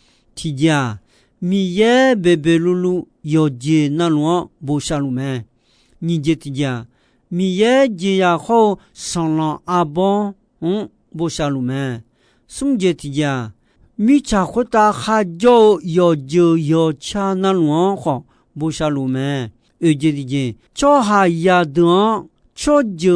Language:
Akha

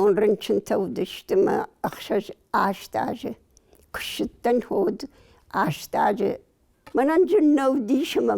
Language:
Ossetic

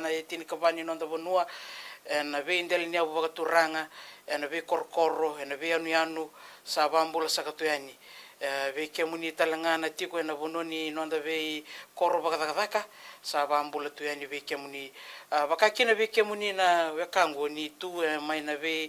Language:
Fijian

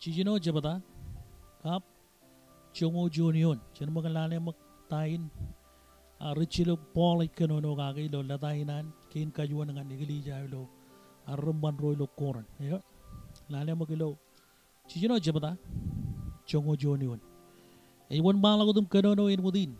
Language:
Marshallese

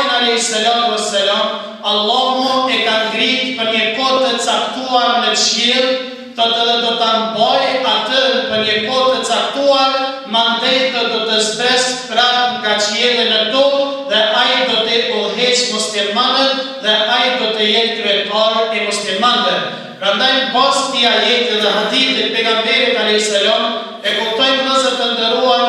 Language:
Albanian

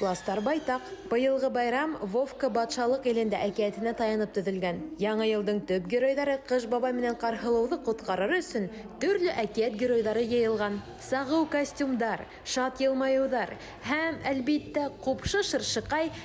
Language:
Bashkir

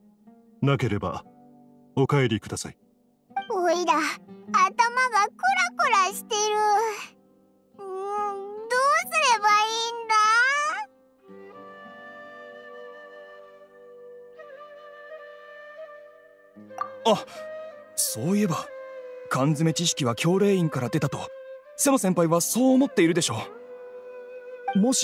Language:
Japanese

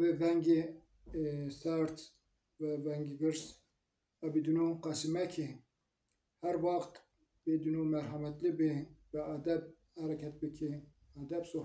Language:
Zaza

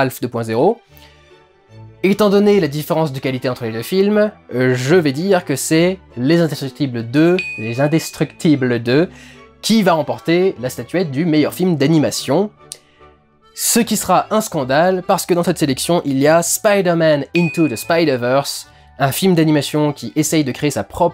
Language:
French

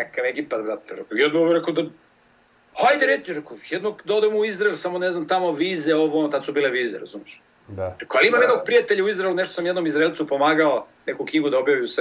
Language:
Serbian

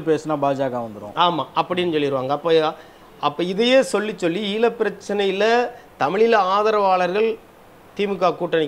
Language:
Tamil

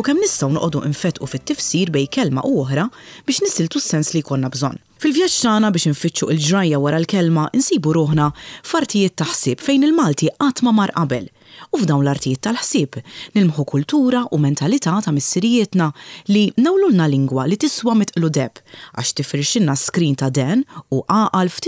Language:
Maltese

